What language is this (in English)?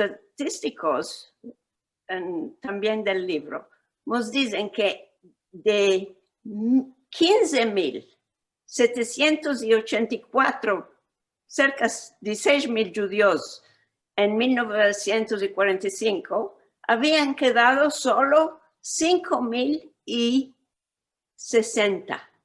Ladino